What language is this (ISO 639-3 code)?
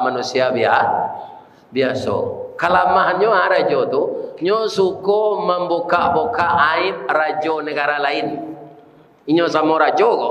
min